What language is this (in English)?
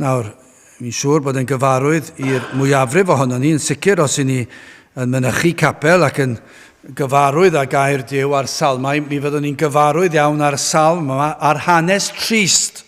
Welsh